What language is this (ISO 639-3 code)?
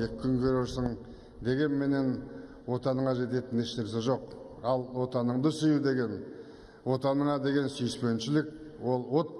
kaz